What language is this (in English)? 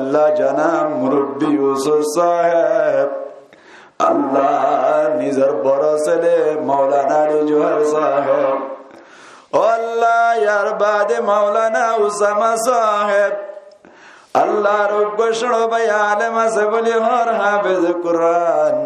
Rohingya